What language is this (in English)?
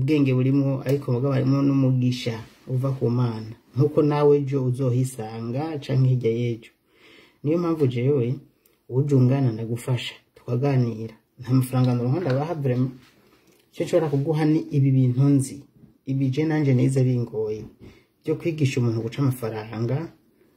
Rundi